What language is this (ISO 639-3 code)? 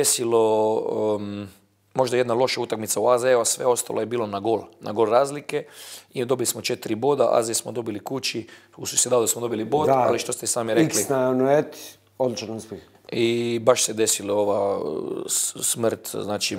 bos